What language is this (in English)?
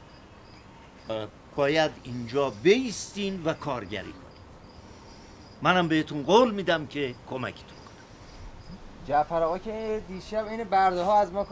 Persian